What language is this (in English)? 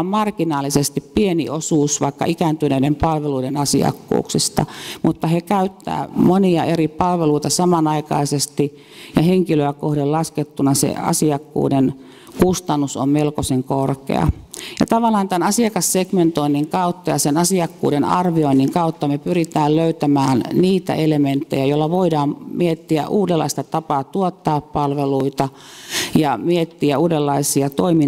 Finnish